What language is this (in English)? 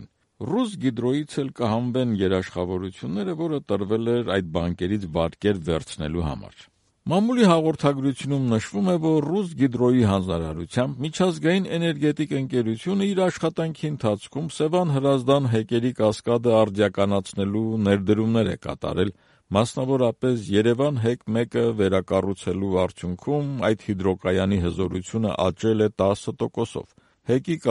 Armenian